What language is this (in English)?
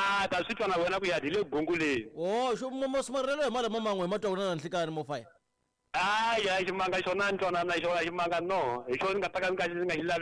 Tsonga